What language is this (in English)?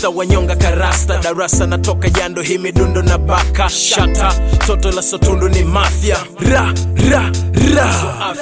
Swahili